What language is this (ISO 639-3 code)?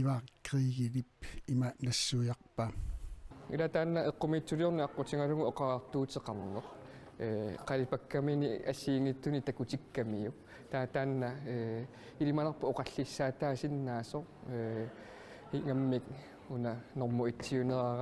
kal